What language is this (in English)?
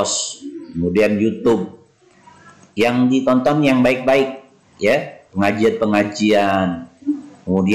Indonesian